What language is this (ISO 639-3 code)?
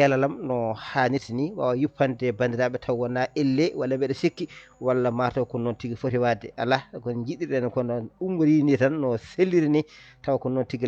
ful